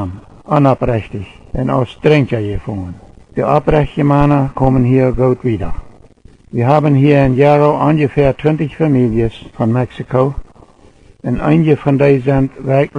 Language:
Plautdietsch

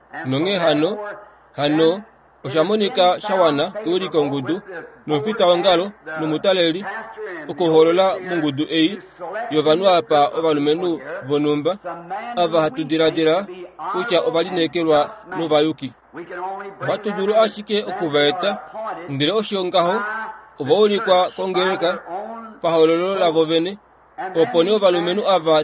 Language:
Kuanyama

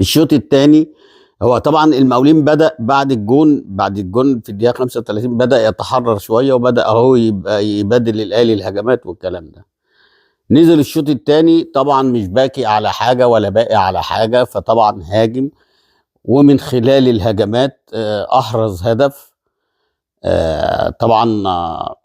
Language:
Egyptian Arabic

